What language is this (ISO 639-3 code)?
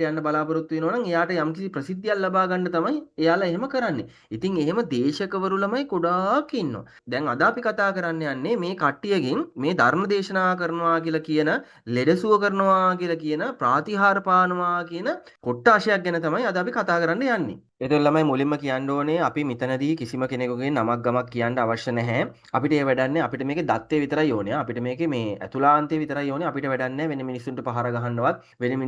sin